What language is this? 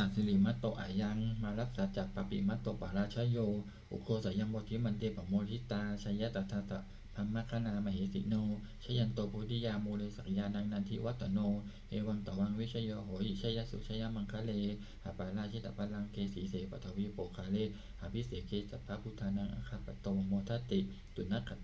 Pali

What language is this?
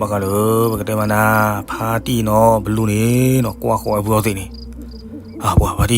S'gaw Karen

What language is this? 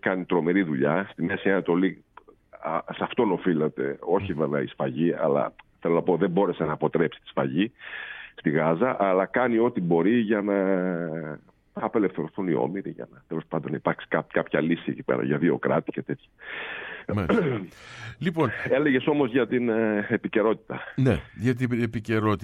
Greek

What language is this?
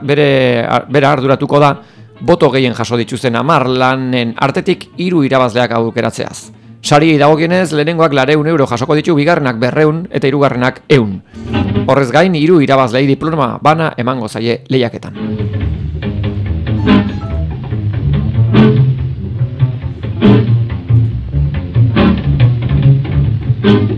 Basque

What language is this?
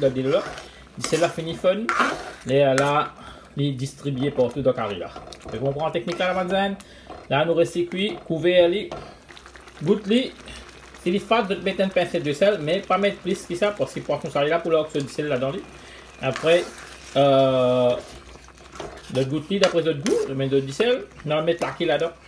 Morisyen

